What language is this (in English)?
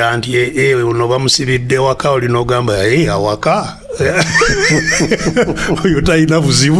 Ganda